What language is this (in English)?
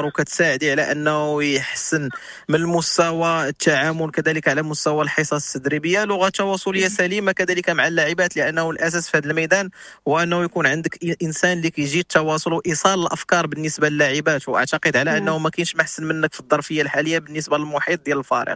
Moroccan Arabic